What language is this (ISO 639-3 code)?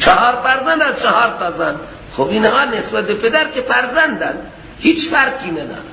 fas